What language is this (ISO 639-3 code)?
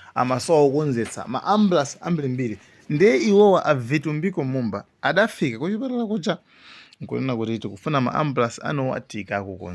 nya